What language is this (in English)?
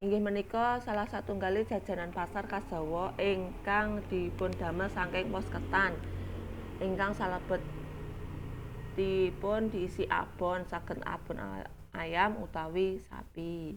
Javanese